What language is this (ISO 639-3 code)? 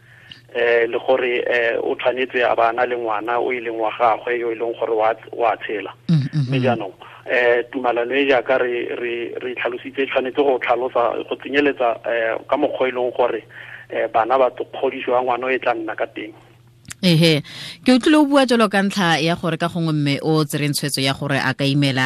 tsn